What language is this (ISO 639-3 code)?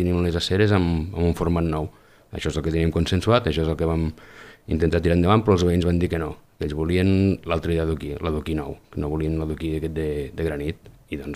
cat